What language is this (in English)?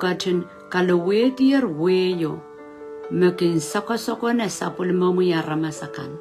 Pohnpeian